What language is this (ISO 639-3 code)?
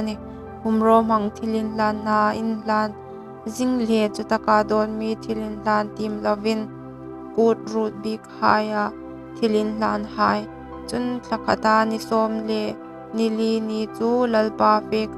hmr